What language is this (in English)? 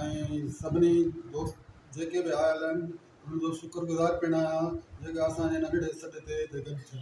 Sindhi